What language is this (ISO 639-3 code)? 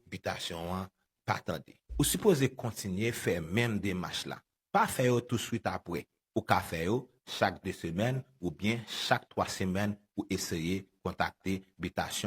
hat